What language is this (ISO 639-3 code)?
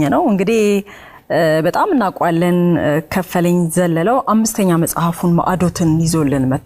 amh